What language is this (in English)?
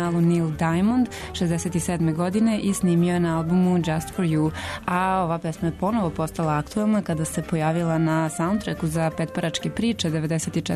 Serbian